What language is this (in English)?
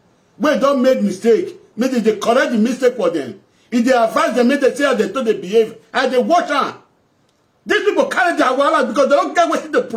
Nigerian Pidgin